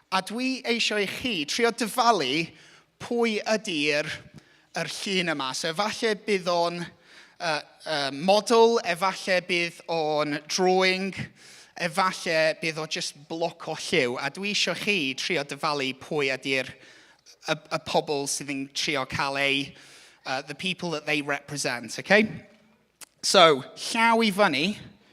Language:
Welsh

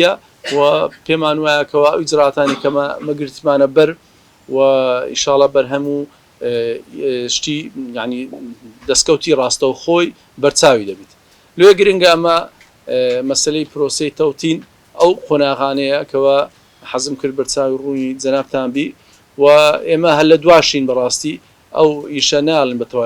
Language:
Central Kurdish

